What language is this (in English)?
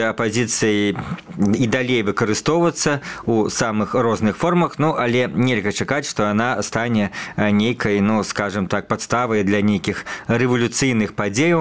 Belarusian